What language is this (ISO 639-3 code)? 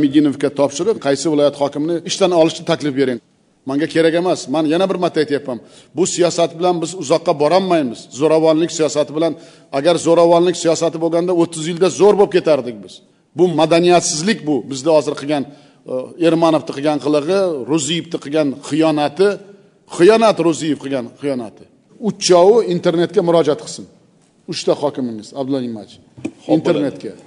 uzb